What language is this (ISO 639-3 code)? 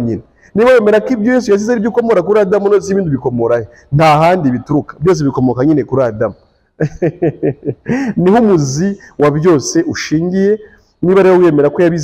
kin